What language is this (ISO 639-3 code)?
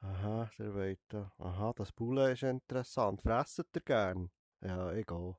gsw